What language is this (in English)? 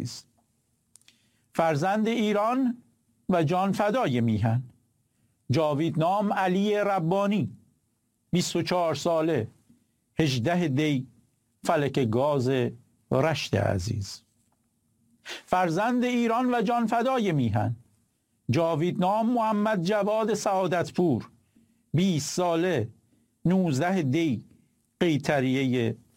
Persian